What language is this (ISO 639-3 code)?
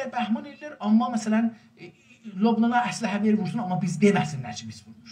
azb